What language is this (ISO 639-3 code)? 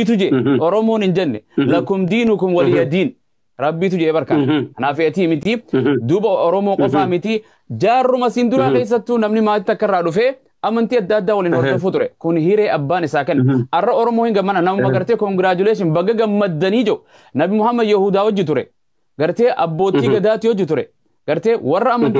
orm